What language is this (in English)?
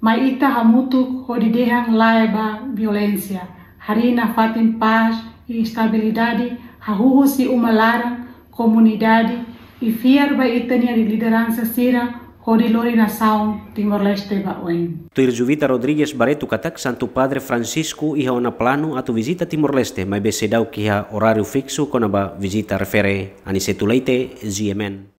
Tetum